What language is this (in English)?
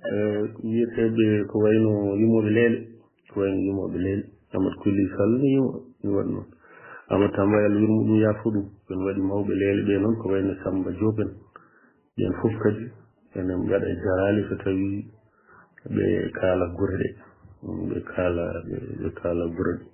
Fula